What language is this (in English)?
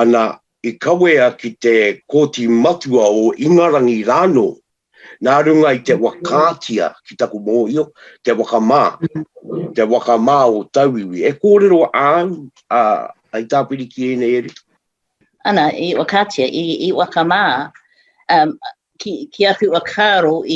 Māori